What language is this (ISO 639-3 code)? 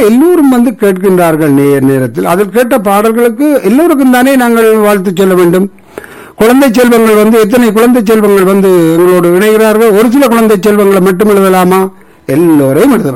tam